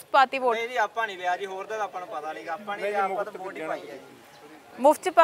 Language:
Punjabi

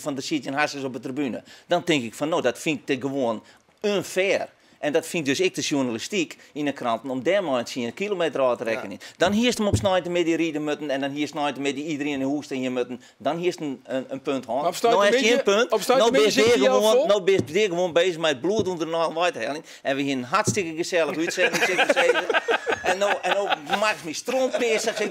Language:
Western Frisian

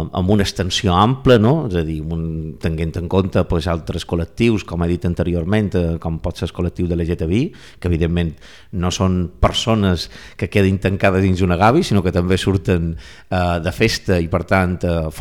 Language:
Catalan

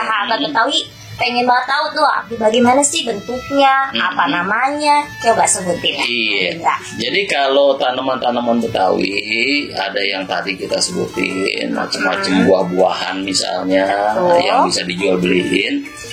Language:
Betawi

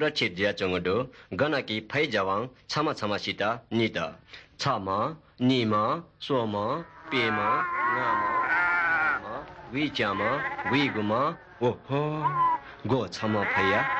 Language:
Newari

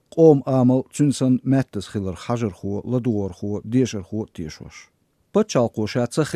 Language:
Chechen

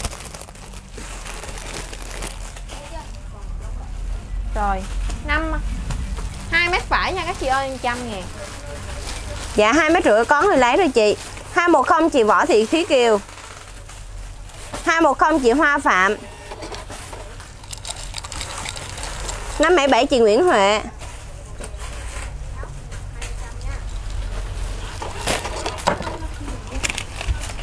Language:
Vietnamese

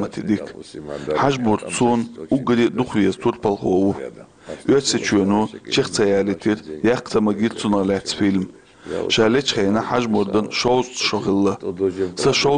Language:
Chechen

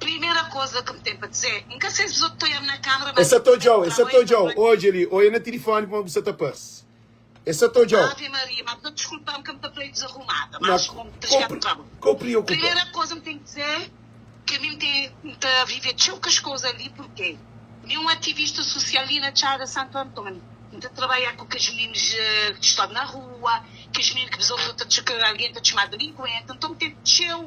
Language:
Kabuverdianu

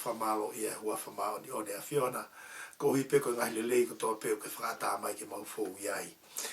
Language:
Tongan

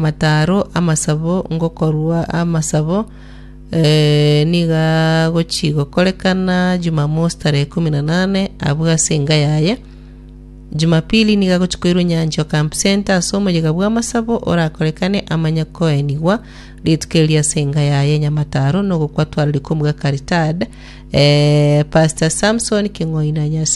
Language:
Gusii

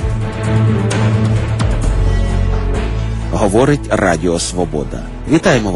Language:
Ukrainian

